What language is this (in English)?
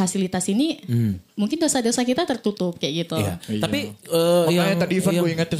Indonesian